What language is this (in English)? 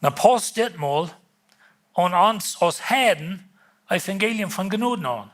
Plautdietsch